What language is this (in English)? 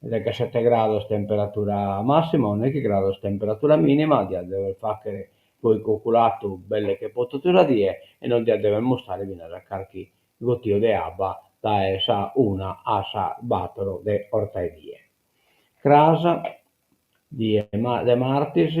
Sardinian